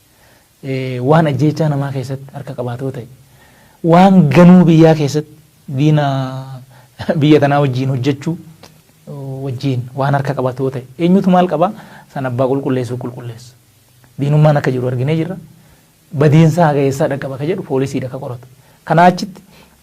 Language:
Oromo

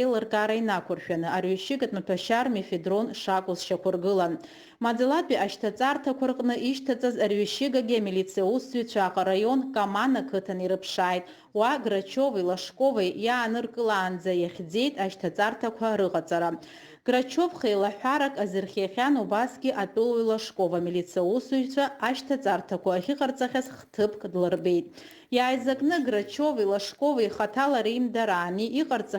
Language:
Abkhazian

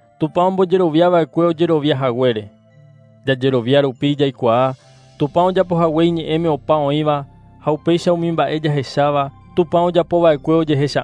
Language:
Guarani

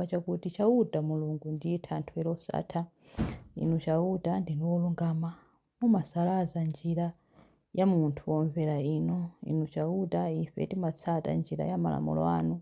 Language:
Nyanja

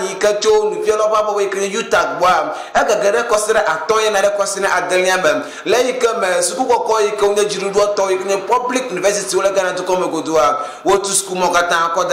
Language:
Ewe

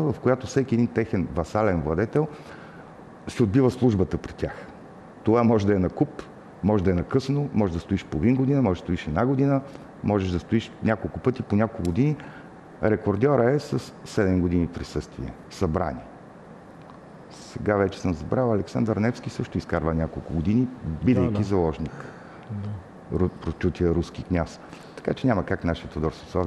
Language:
Bulgarian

